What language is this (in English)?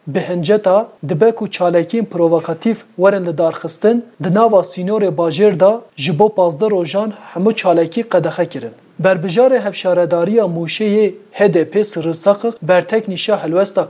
Kurdish